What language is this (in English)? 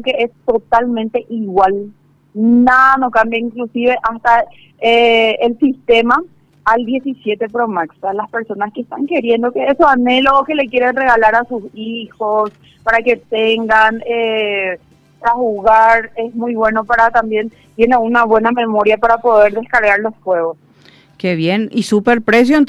Spanish